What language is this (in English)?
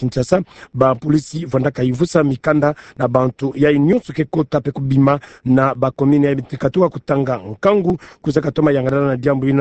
Kituba (Democratic Republic of Congo)